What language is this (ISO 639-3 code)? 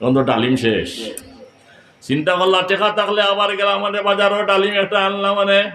syl